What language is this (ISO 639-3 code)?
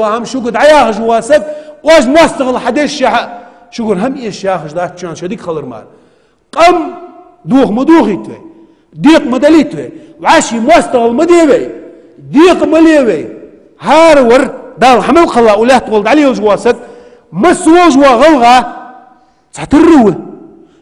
inh